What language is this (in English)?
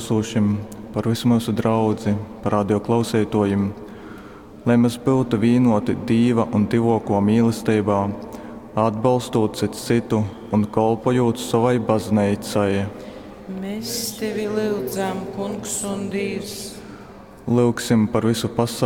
Latgalian